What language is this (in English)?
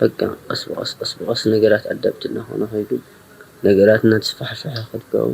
Tigrinya